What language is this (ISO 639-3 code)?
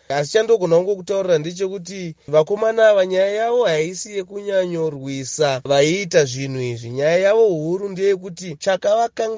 sna